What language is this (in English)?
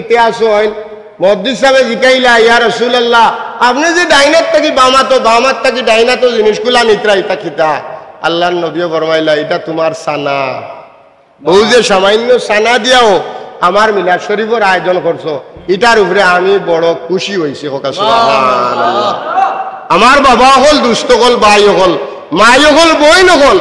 Sylheti